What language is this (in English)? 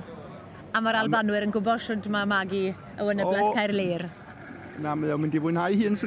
Welsh